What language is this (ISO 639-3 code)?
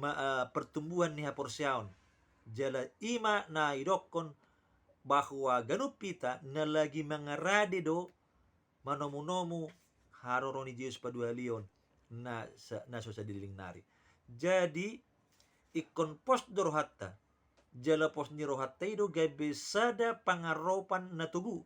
bbc